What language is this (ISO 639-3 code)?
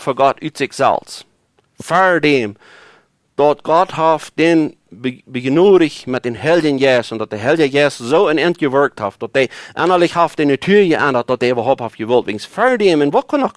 pdt